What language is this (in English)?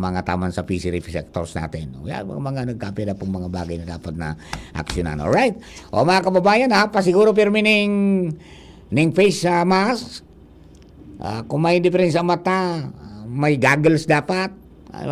Bikol